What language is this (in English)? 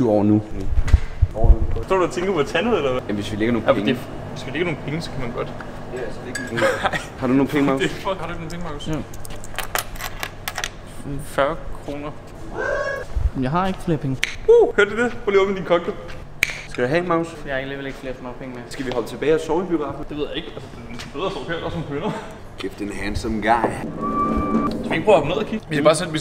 Danish